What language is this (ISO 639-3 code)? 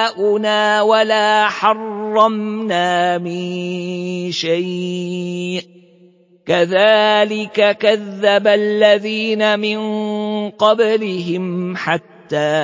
ara